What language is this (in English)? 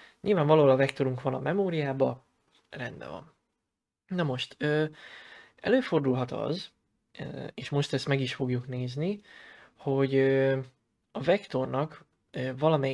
Hungarian